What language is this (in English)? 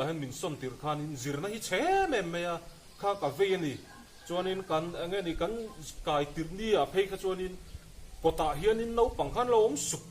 Mizo